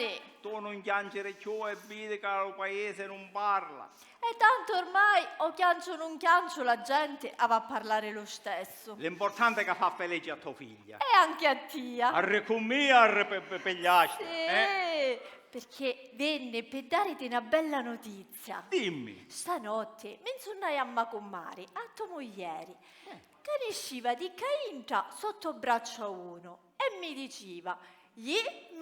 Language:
Sicilian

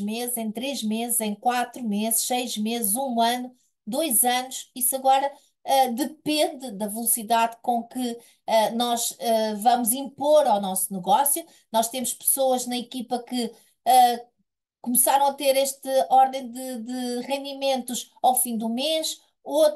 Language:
Portuguese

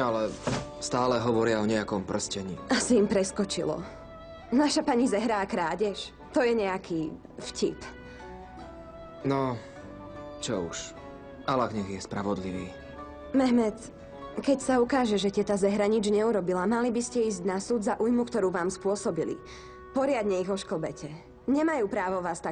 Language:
Slovak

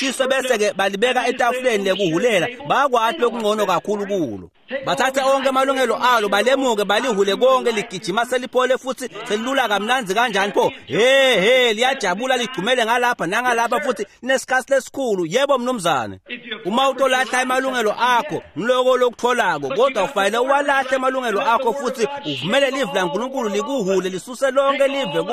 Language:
Swati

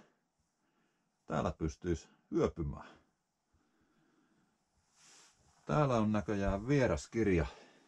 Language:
Finnish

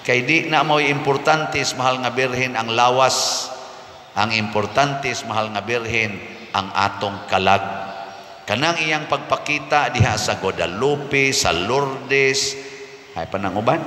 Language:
Cebuano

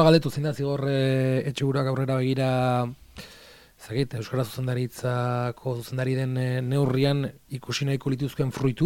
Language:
Basque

